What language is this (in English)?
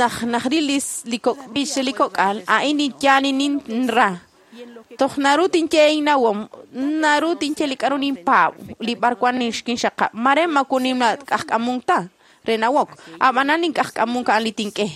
Kekchí